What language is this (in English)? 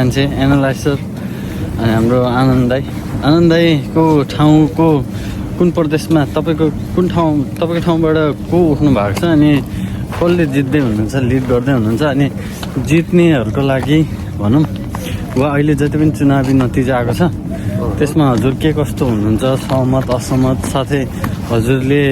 Nepali